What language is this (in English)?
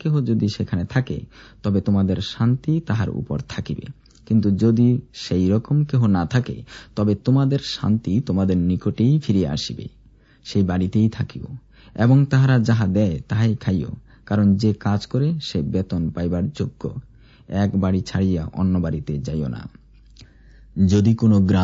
Bangla